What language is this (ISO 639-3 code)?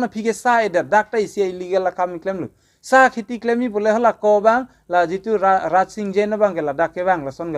mjw